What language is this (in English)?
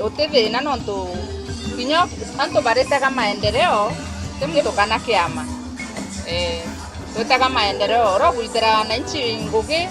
Meru